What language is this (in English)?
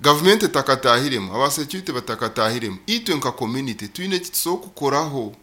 Nyoro